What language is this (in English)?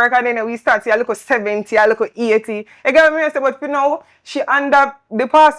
Jamaican Creole English